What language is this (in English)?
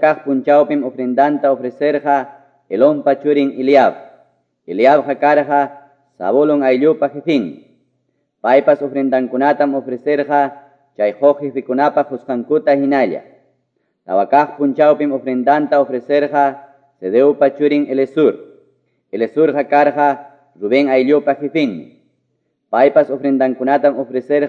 Quechua